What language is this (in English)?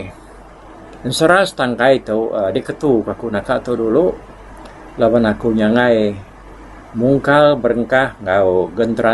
Iban